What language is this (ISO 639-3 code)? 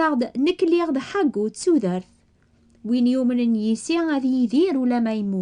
kab